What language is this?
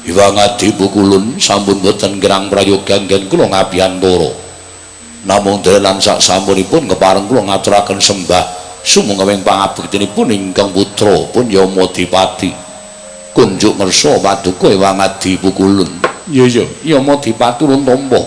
Javanese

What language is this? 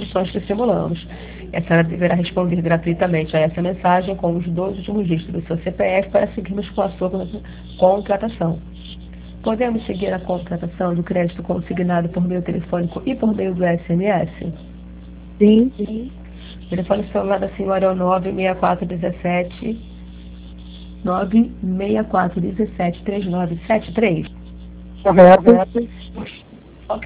Portuguese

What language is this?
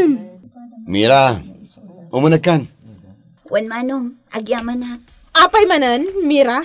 Iloko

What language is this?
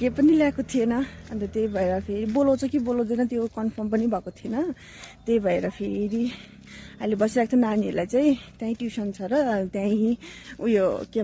Nepali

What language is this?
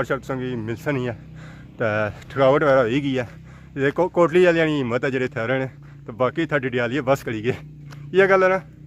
Pahari-Potwari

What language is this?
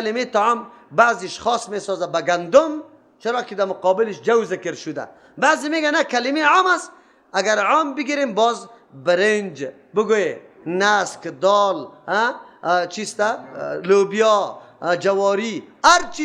Persian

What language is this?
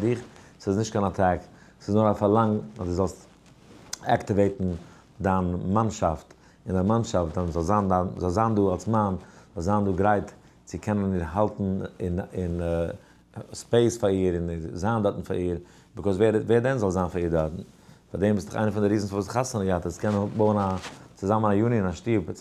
Yiddish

